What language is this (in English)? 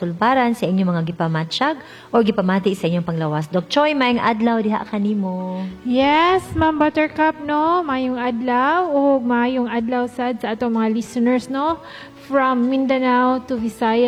Cebuano